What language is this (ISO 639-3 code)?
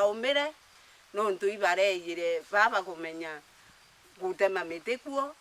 mer